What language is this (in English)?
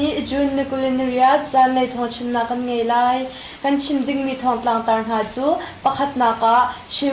Hakha Chin